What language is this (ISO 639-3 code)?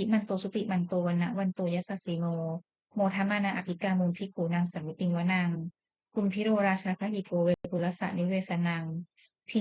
pli